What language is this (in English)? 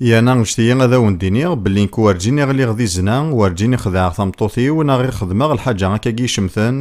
Kabyle